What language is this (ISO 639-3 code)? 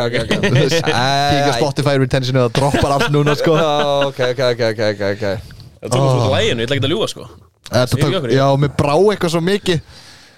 isl